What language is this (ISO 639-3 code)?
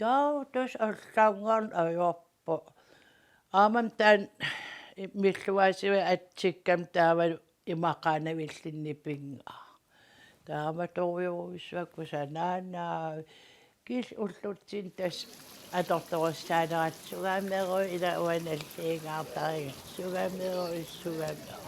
kal